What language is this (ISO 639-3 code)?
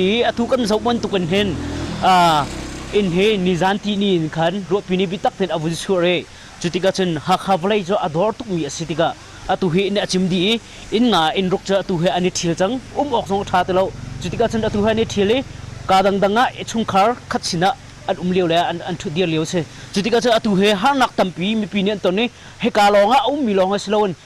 cnh